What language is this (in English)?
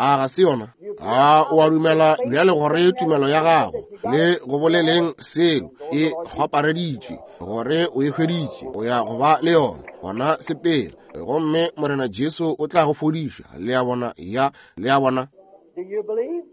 Northern Sotho